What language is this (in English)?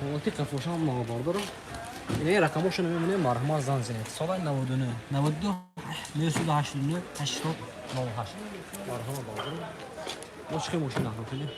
Tajik